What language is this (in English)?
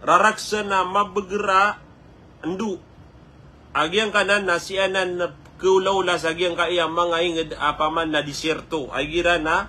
Maranao